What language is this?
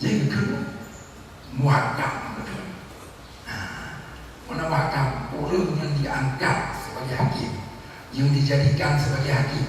Achinese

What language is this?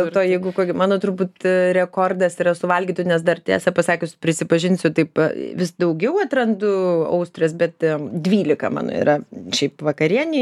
Lithuanian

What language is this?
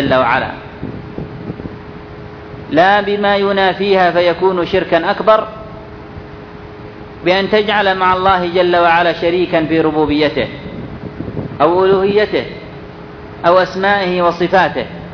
Arabic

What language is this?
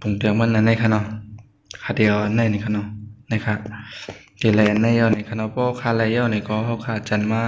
Shan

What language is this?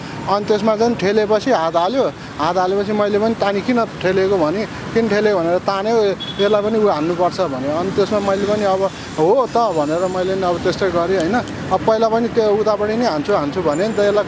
Nepali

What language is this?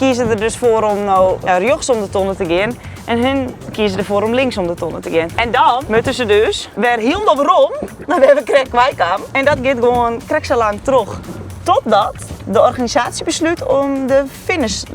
Western Frisian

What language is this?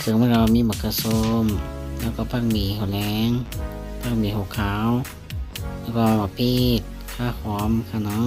Shan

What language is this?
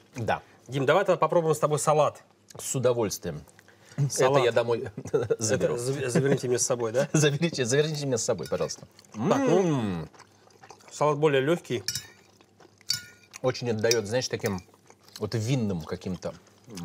Russian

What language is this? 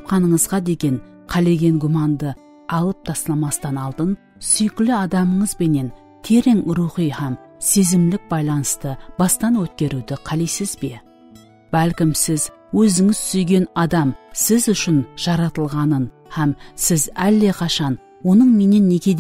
Kara-Kalpak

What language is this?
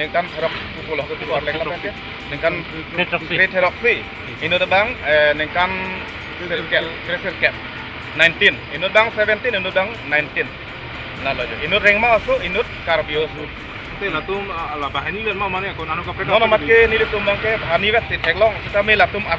Karbi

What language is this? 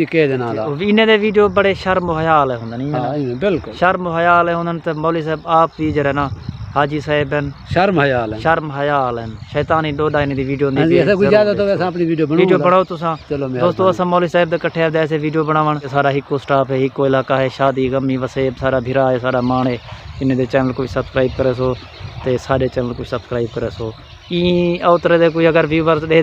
Saraiki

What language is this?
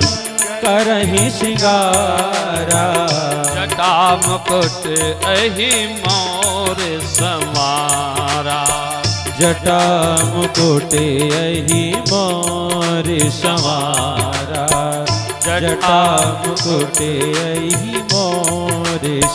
Hindi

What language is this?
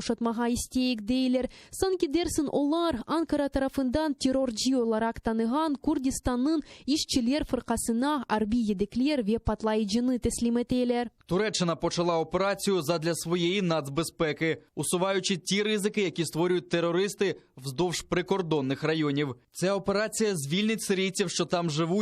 Crimean Tatar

